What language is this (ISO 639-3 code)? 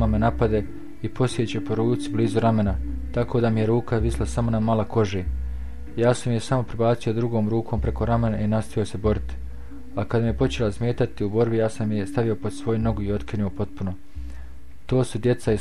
bos